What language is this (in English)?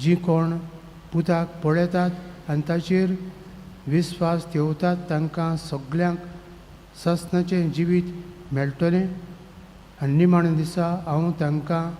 Konkani